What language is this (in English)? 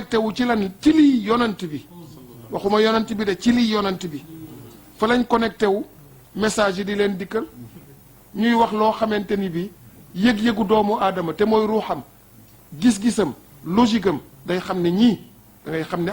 Wolof